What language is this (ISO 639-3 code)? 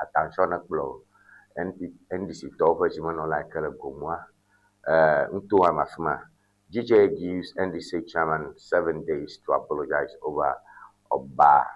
ewe